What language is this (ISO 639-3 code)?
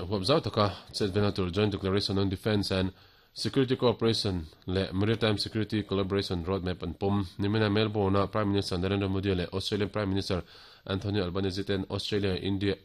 lus